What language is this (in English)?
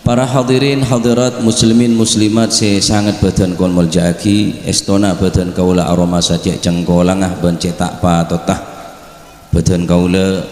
Madurese